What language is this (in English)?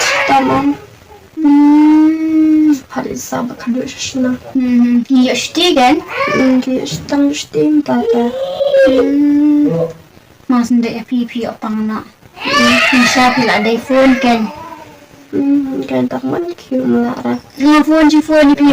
Khasi